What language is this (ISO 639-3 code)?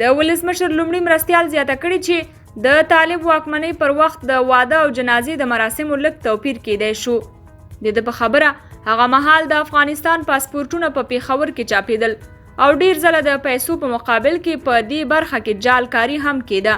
pus